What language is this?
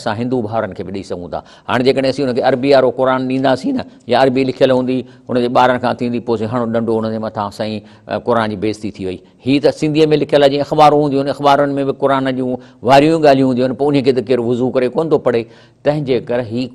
Sindhi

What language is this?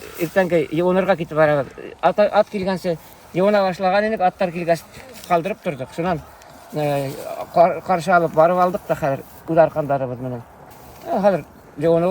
Bashkir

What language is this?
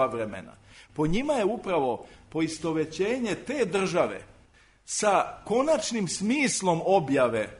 Serbian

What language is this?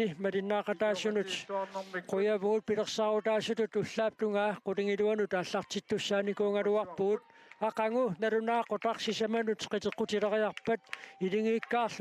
Kalaallisut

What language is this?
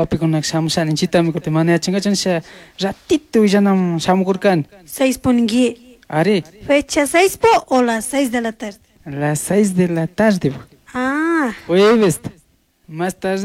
Chimborazo Highland Quichua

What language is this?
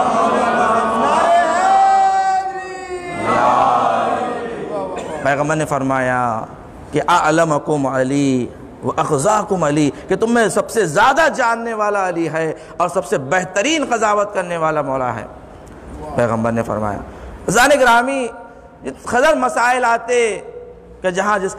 Urdu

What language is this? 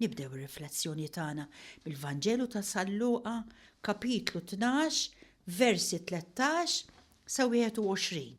Maltese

